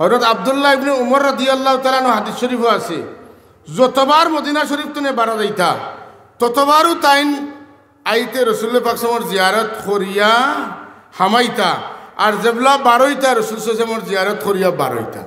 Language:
Sylheti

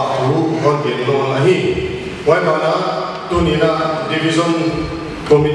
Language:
Paite Chin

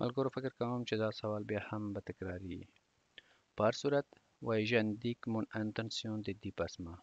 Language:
Pashto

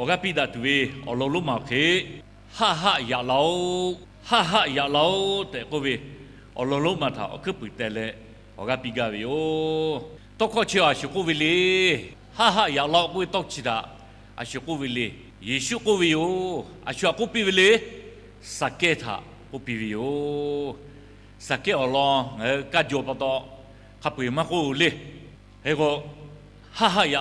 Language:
Lahu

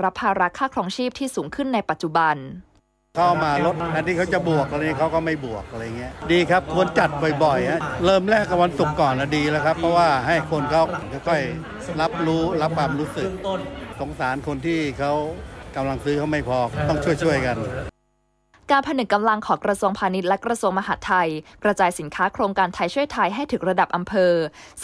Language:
Thai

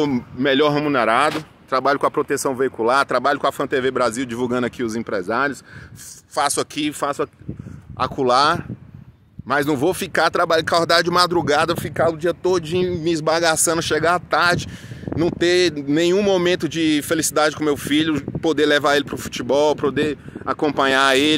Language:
Portuguese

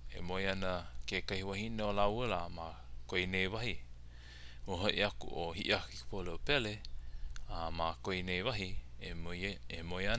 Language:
Hawaiian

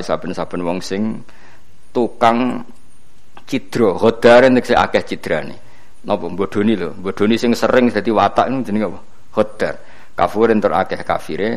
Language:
Javanese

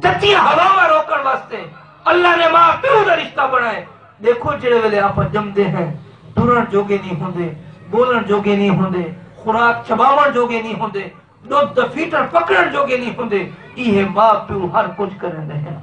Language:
Saraiki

